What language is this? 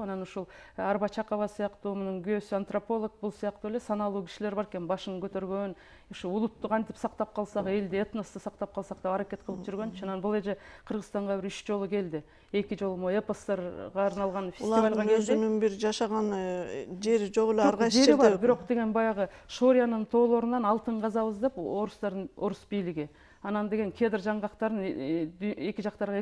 Kyrgyz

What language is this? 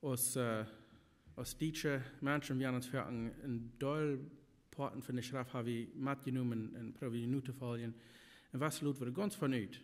Plautdietsch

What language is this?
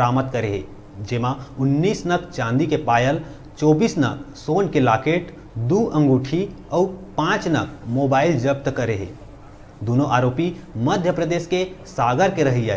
Chhattisgarhi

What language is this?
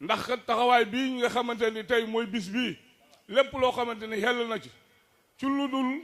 Wolof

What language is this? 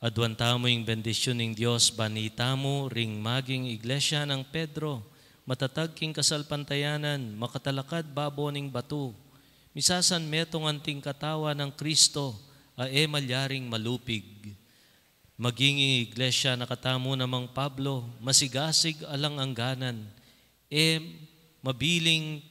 Pampanga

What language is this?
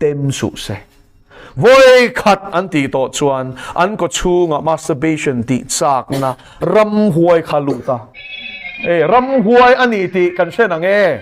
Mizo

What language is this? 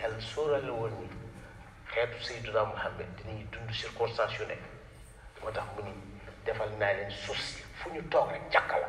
Wolof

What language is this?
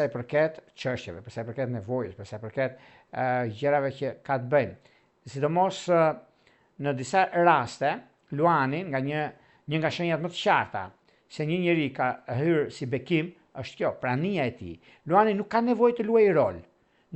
Albanian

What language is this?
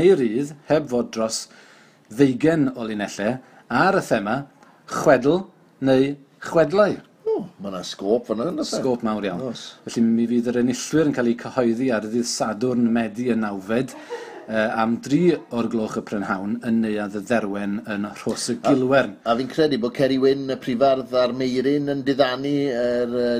Welsh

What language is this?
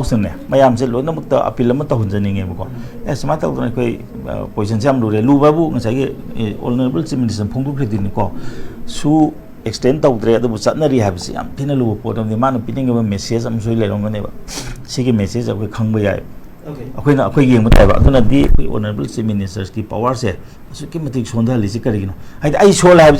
Manipuri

